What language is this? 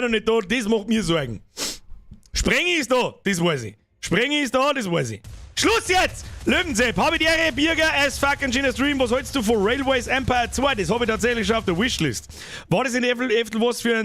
Bavarian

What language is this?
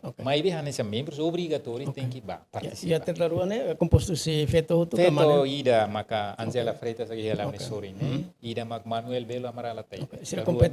Tetum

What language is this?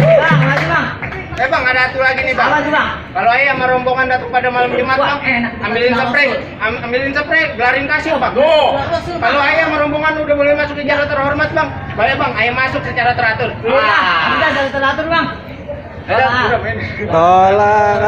Betawi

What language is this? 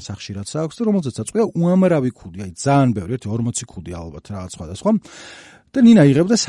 Georgian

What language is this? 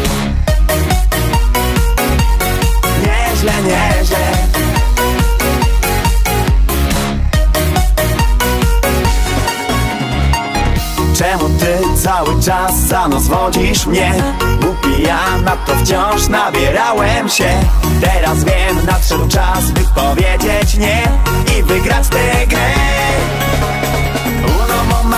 Polish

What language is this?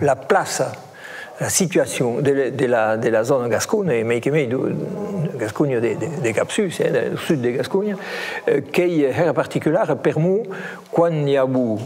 Occitan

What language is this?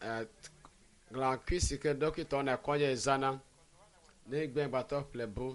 Ewe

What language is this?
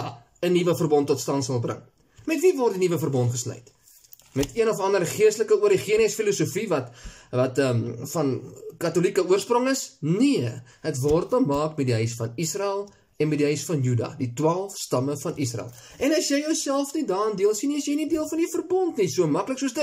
Afrikaans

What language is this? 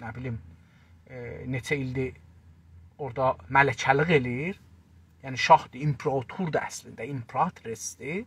South Azerbaijani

